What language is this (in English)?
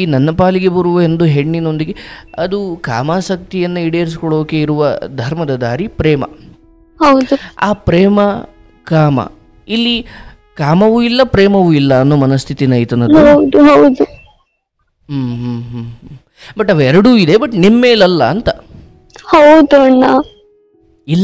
Kannada